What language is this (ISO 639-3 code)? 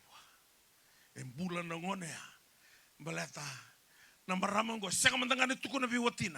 fij